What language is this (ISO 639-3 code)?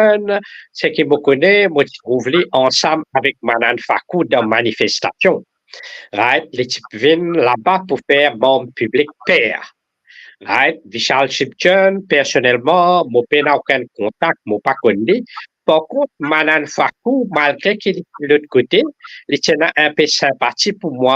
mfe